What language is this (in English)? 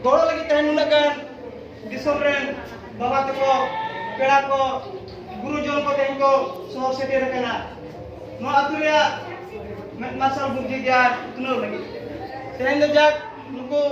Santali